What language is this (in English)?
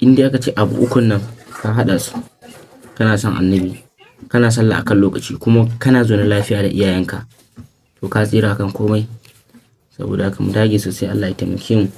Hausa